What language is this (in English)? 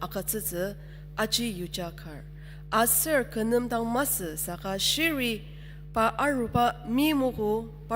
Ao Naga